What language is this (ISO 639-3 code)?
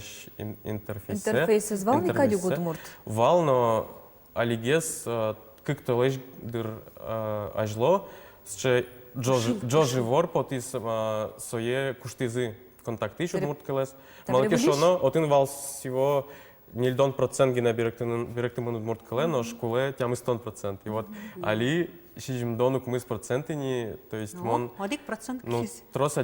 udm